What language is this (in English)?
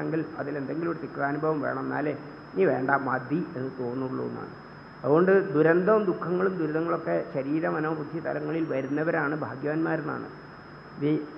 Malayalam